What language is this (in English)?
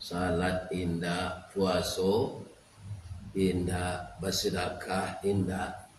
Minangkabau